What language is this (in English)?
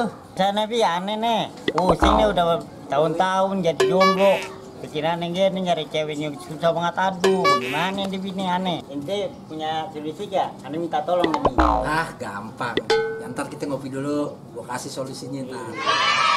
Betawi